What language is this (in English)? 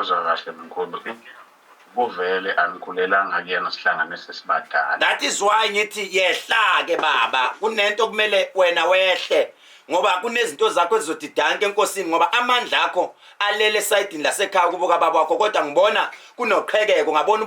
Zulu